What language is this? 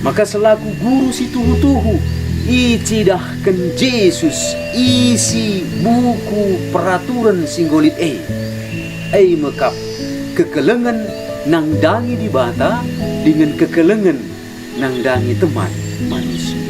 Batak Karo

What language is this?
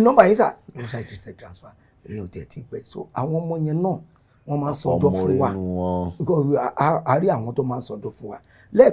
Yoruba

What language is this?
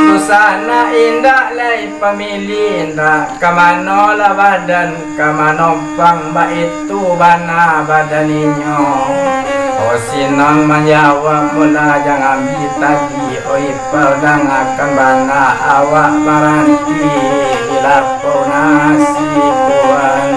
Minangkabau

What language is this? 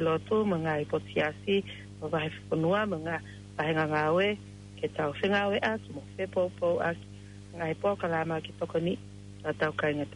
Tongan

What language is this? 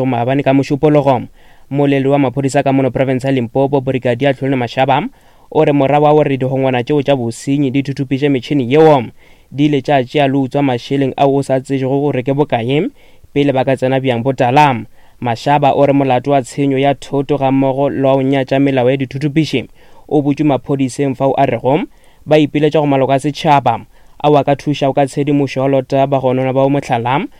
Northern Sotho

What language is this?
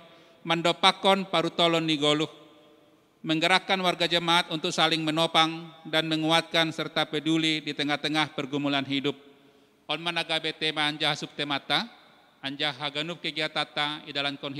Batak Simalungun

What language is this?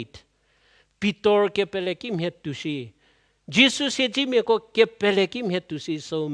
Angami Naga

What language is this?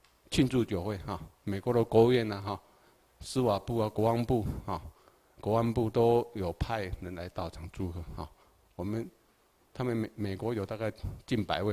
Chinese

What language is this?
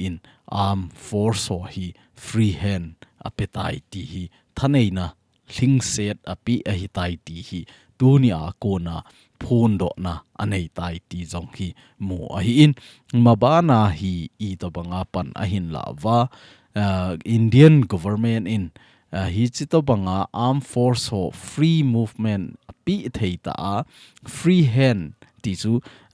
Thado Chin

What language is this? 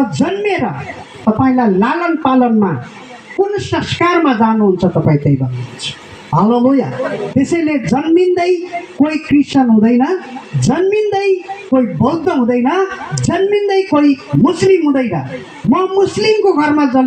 Nepali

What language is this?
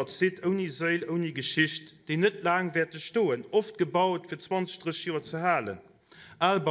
Luxembourgish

